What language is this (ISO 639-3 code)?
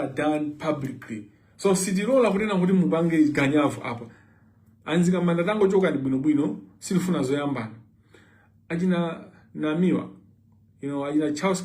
nya